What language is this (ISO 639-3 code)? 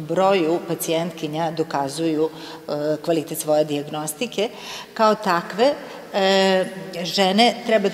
srp